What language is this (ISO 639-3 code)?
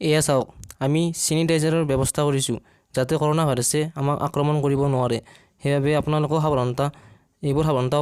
asm